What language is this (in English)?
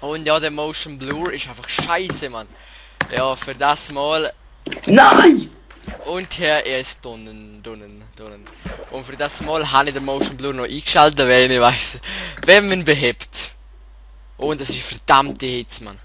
Swiss German